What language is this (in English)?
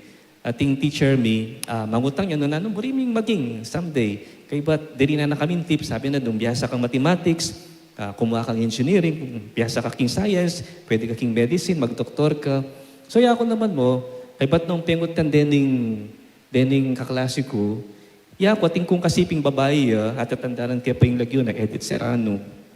Pampanga